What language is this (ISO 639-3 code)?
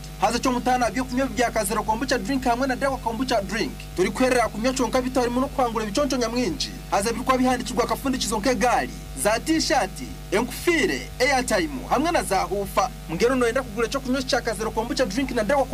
nyn